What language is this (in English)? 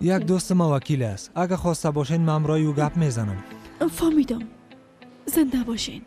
Persian